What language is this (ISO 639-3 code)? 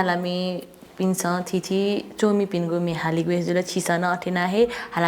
new